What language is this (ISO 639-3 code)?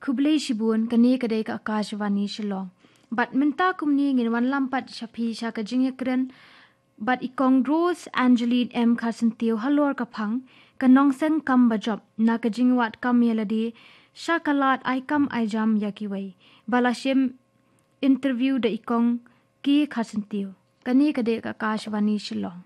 kha